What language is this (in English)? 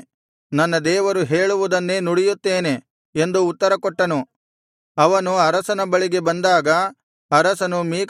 Kannada